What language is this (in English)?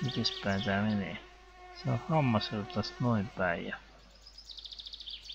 Finnish